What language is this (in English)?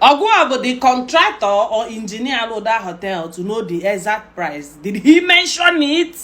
Igbo